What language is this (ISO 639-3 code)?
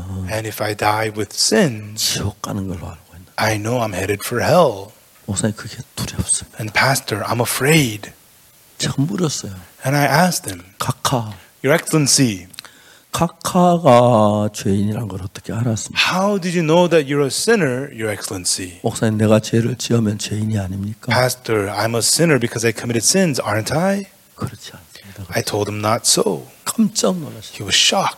kor